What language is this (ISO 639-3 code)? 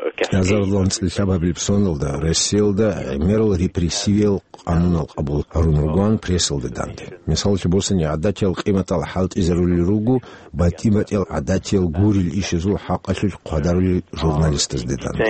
ava